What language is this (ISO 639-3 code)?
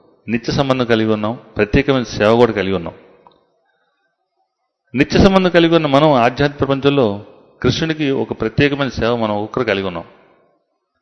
tel